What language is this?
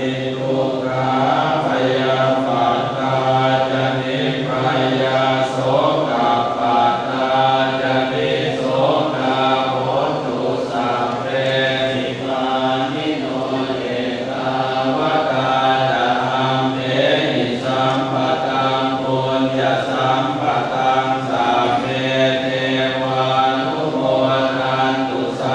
Pali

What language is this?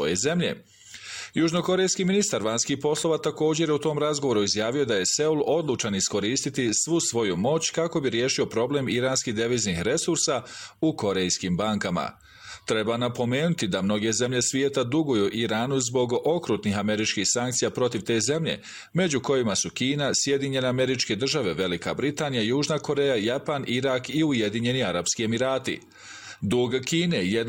Bosnian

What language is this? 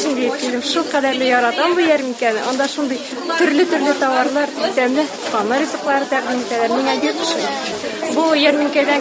Tatar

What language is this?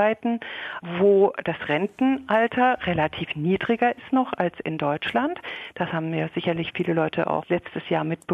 German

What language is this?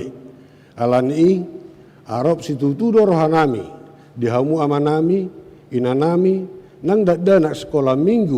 Batak Toba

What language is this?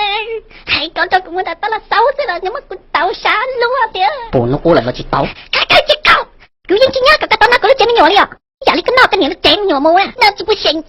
Hmong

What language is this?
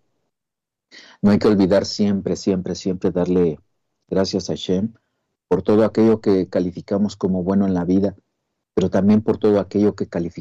Spanish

